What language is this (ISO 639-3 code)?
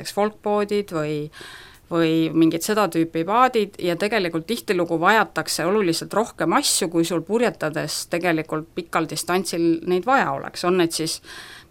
est